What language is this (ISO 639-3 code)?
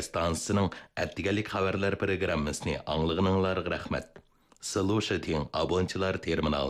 uig